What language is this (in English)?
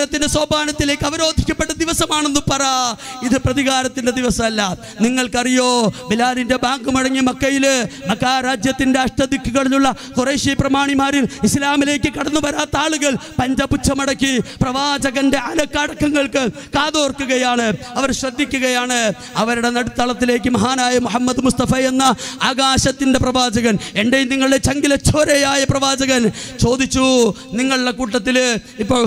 Malayalam